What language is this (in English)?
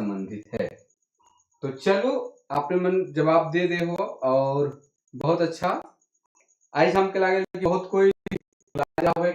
Sadri